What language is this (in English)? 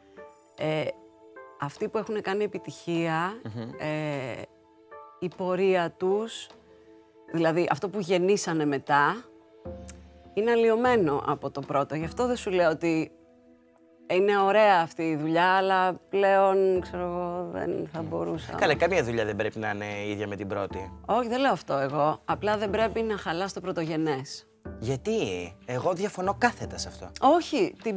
Greek